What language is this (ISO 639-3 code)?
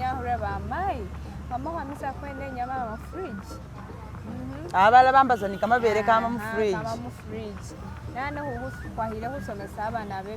myx